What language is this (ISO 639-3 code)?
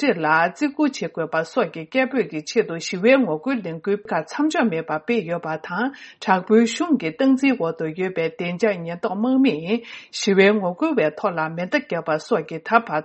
bod